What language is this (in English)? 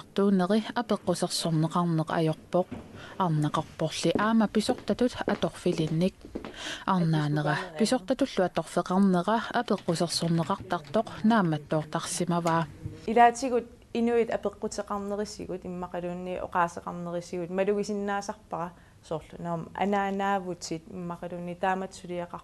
Kalaallisut